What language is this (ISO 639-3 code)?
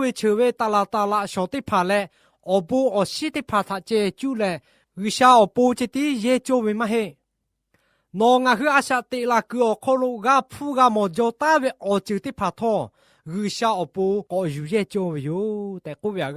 lhu